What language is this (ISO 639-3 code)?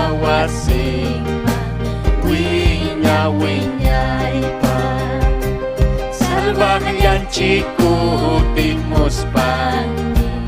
quy